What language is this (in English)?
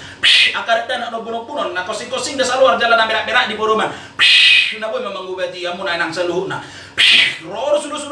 Batak Toba